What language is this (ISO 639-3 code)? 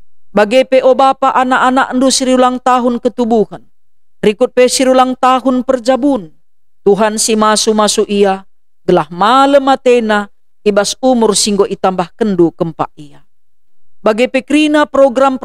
btx